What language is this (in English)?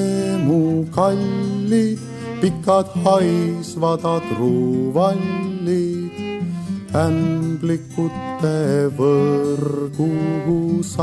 Estonian